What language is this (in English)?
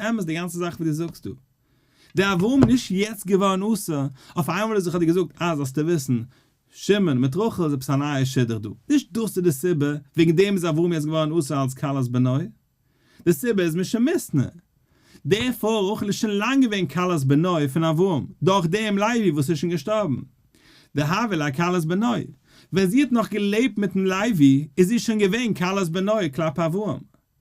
Yiddish